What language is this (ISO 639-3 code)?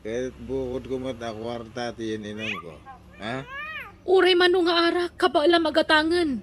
ilo